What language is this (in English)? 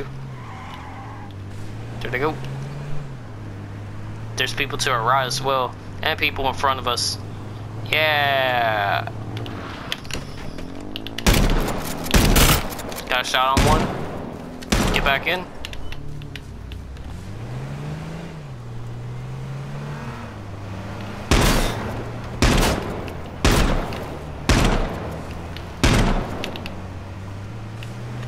English